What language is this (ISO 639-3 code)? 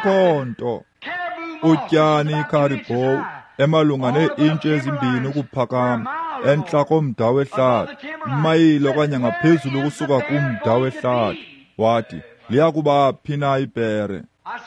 xho